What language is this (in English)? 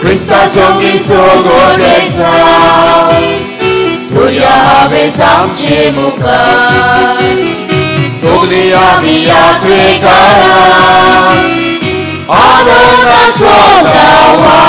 Konkani